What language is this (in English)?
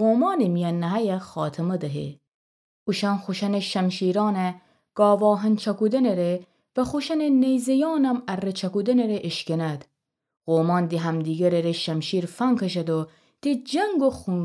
Gilaki